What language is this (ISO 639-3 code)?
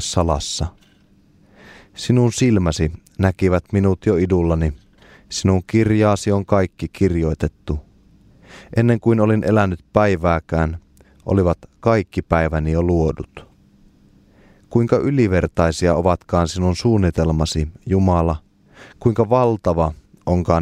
fin